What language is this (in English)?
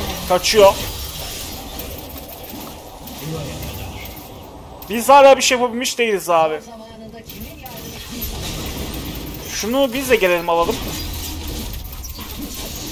Turkish